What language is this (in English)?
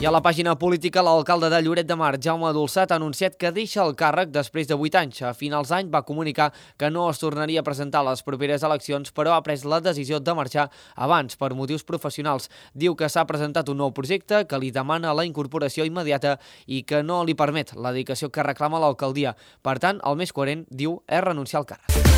Catalan